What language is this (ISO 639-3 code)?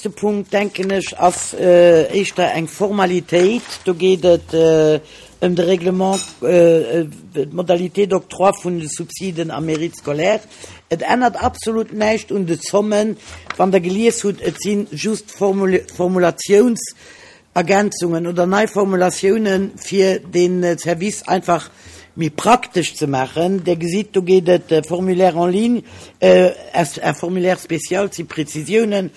ltz